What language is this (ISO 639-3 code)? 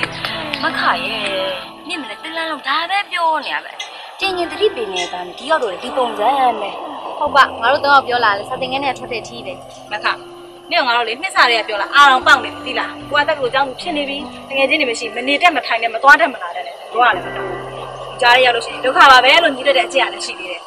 mya